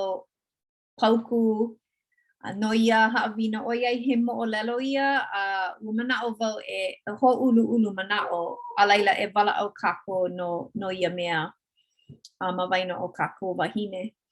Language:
Hawaiian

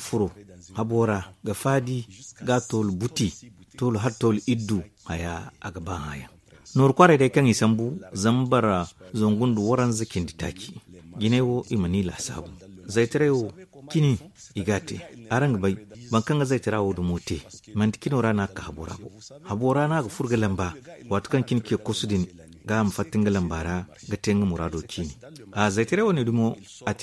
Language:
Zarma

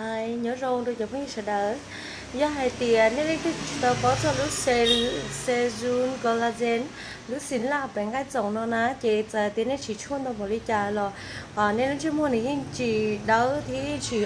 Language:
Hmong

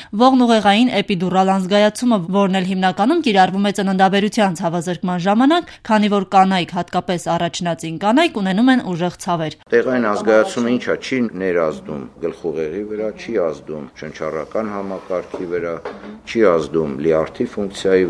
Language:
Armenian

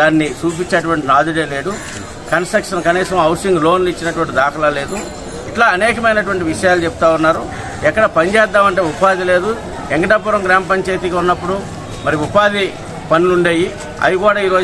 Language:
Telugu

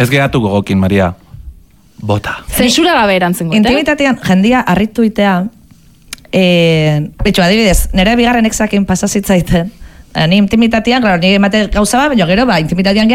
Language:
Basque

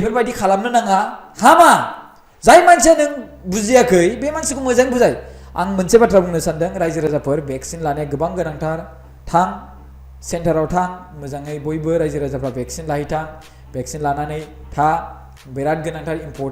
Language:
Bodo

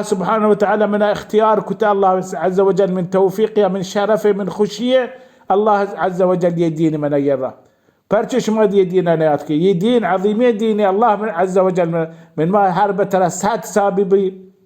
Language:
Baluchi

